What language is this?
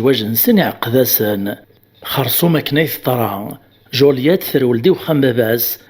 Kabyle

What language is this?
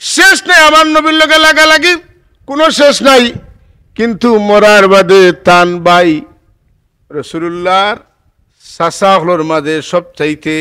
Sylheti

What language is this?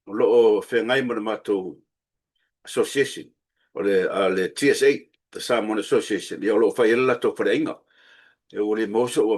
Samoan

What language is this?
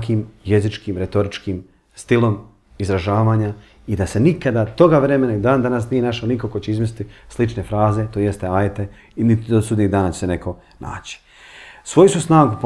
Bosnian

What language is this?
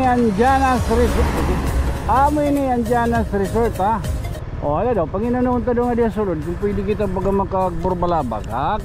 Waray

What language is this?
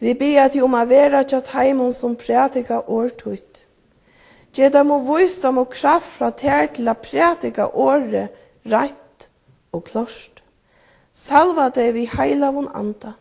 Faroese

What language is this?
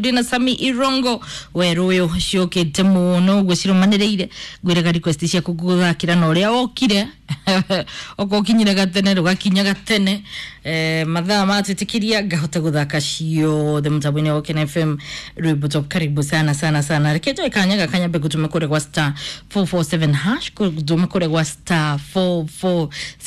Kikuyu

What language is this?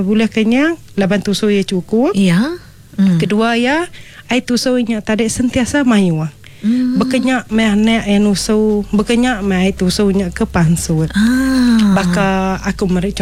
Iban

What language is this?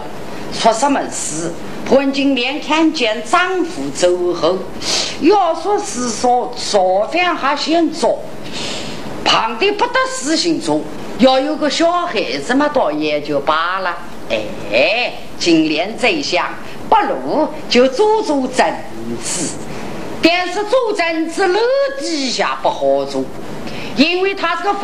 Chinese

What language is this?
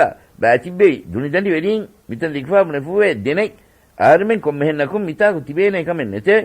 Divehi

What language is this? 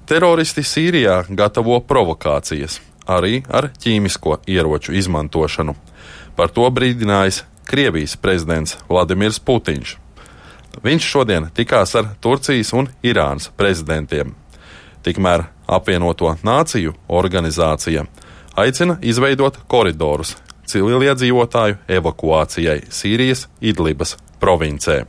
Latvian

